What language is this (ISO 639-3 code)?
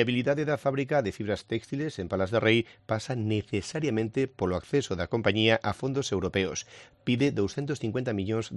glg